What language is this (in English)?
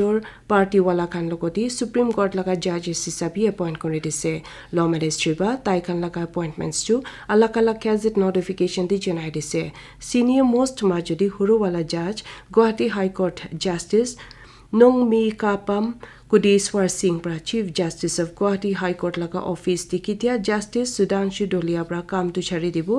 Naga Pidgin